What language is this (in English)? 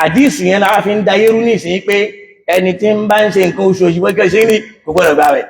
Yoruba